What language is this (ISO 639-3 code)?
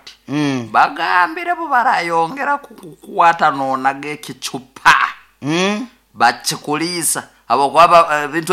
nyo